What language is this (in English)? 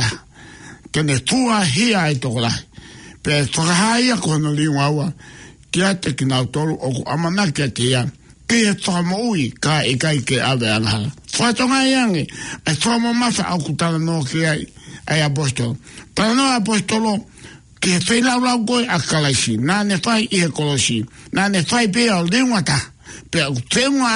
Tongan